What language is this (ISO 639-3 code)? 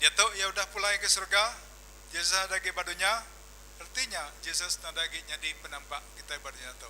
iba